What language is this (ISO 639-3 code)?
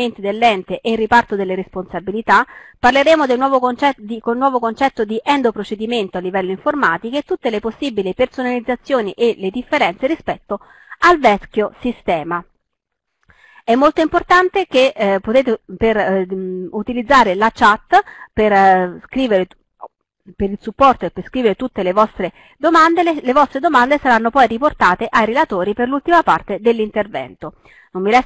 ita